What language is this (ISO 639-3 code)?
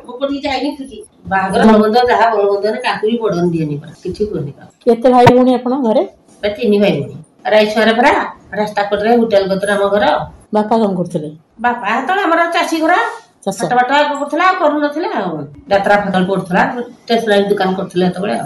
ori